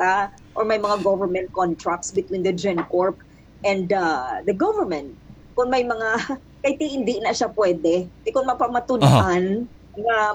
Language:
Hiligaynon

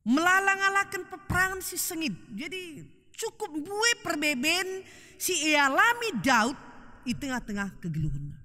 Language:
Batak Karo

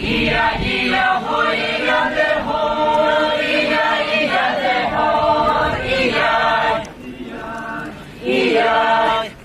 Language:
Poumei Naga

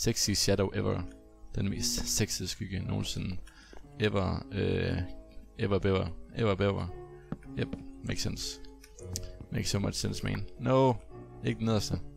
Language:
Danish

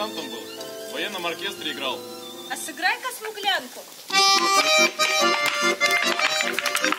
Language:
Russian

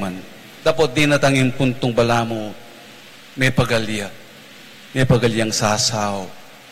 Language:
Pampanga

